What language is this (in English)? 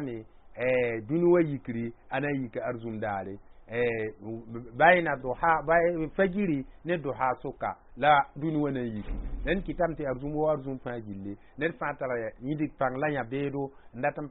Mossi